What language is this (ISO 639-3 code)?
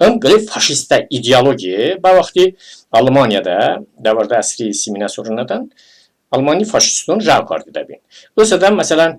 tly